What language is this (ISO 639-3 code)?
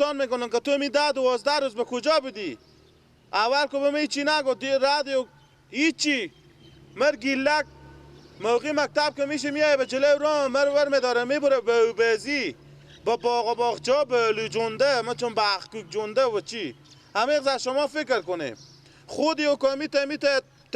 fas